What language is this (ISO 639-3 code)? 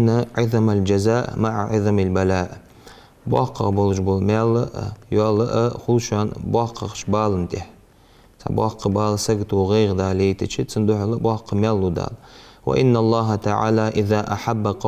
inh